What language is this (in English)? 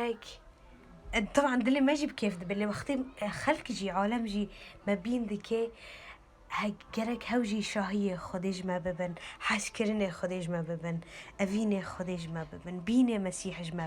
Kurdish